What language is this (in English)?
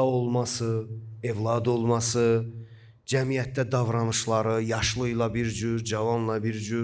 Azerbaijani